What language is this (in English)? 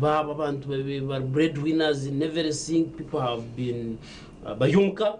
Nyankole